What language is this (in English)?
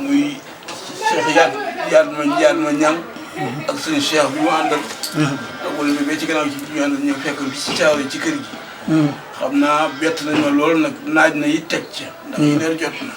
Wolof